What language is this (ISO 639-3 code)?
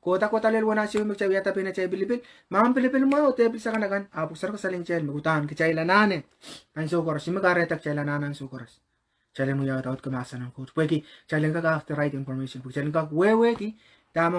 pon